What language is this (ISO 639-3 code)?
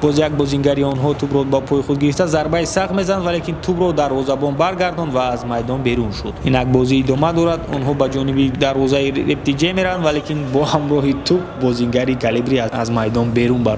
tgk